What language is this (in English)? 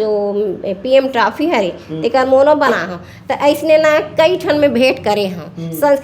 Chhattisgarhi